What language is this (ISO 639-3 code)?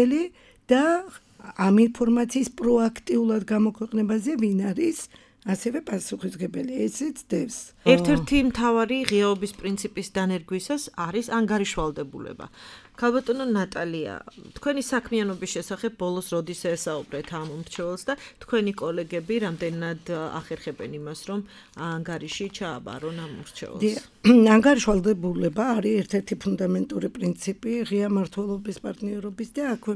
kat